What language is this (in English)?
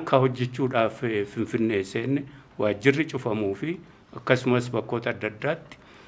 Oromo